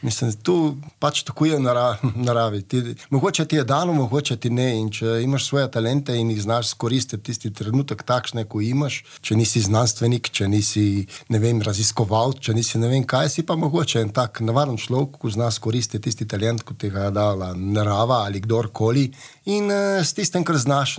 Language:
Slovenian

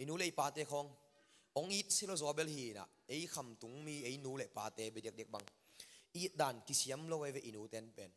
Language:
Tedim Chin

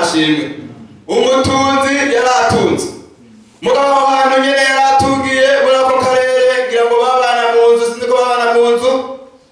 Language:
Rundi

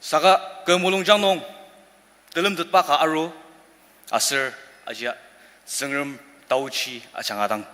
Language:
Ao Naga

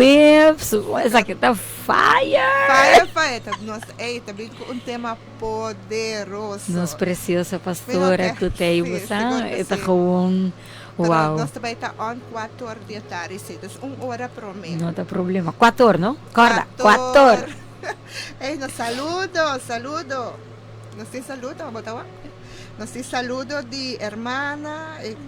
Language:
Papiamento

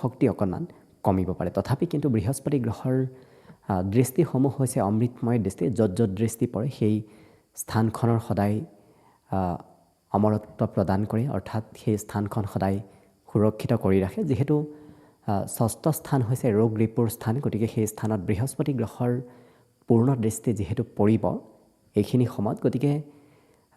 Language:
Assamese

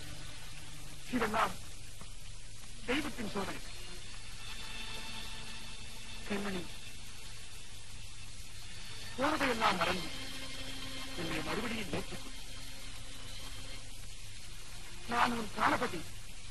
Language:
Tamil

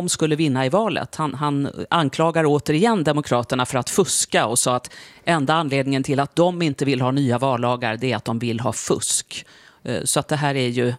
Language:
Swedish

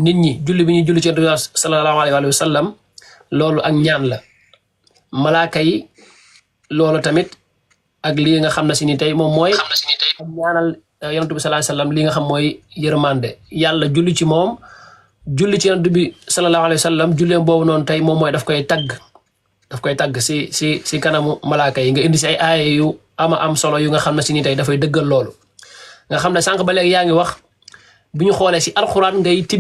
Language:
Wolof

